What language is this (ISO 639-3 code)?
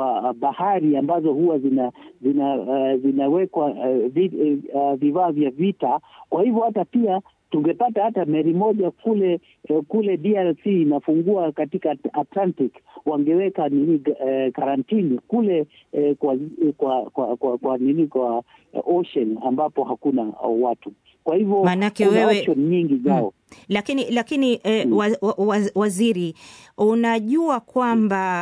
swa